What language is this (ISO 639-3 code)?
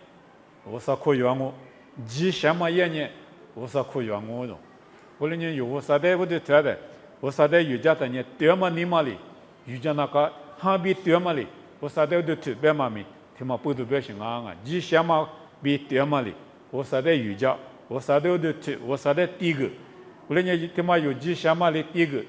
lis